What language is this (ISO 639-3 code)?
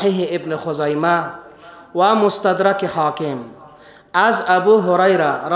fas